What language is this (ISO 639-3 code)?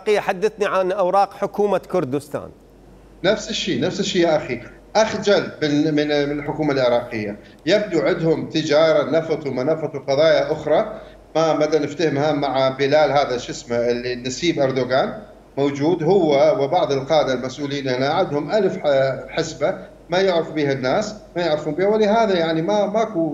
acm